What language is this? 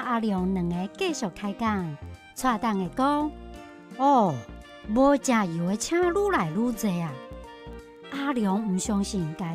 Min Nan Chinese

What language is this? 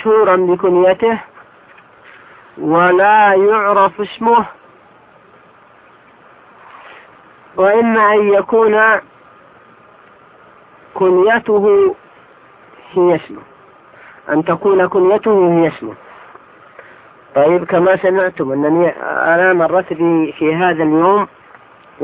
Arabic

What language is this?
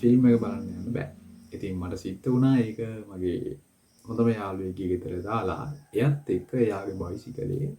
Sinhala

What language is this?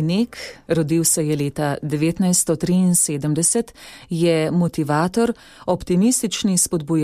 Slovenian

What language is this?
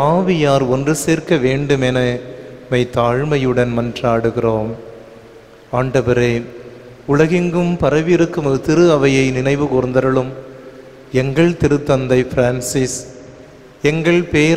Tamil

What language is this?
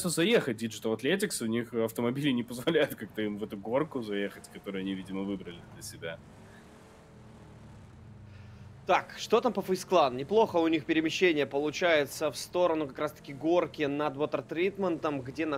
Russian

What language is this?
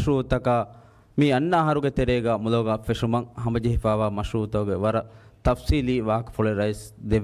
Divehi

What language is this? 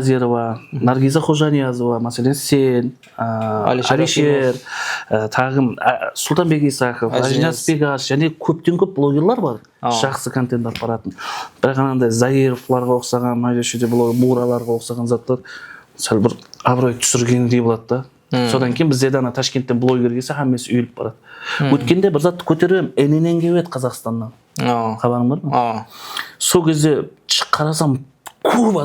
Kara-Kalpak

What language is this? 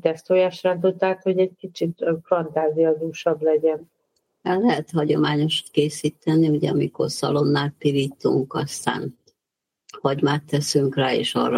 Hungarian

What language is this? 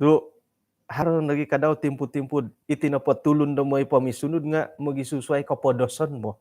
Central Dusun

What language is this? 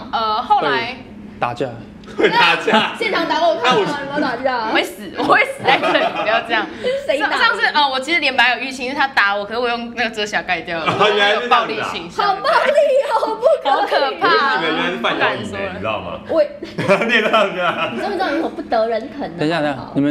Chinese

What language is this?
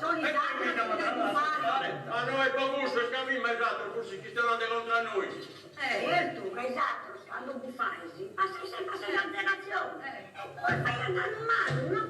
Sardinian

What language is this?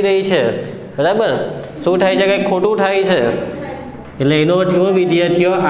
Gujarati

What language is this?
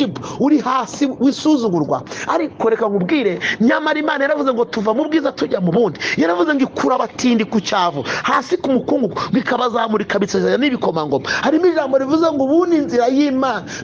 Kinyarwanda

